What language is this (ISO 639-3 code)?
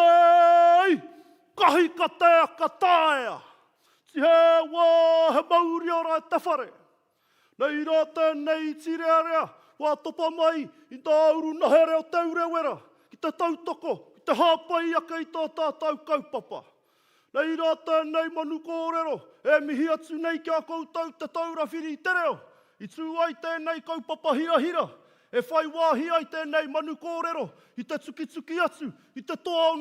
mri